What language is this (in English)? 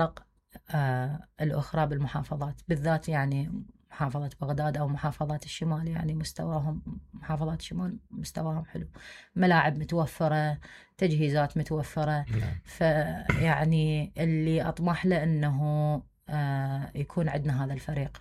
Mesopotamian Arabic